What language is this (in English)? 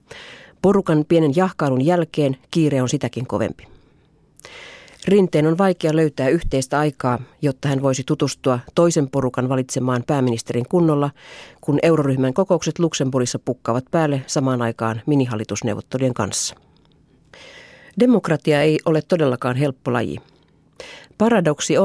Finnish